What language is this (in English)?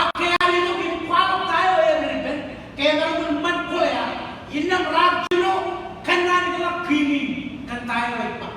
Marshallese